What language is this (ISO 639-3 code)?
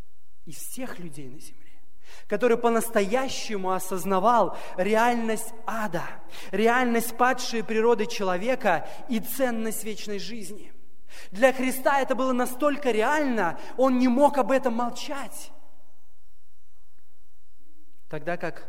rus